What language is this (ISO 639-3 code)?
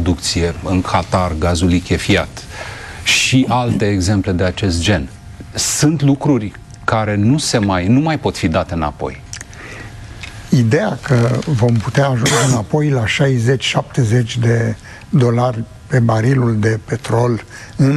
ron